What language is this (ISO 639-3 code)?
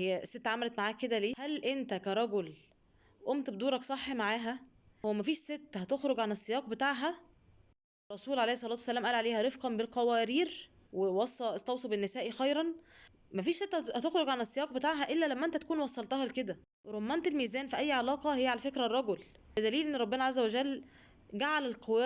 arz